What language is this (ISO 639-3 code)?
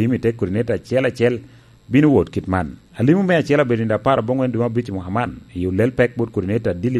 laj